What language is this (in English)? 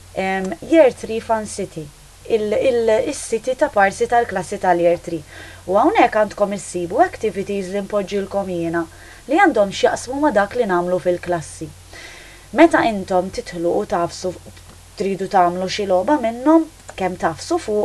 Maltese